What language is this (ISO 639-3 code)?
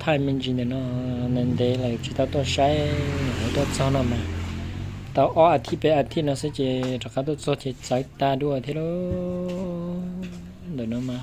hmn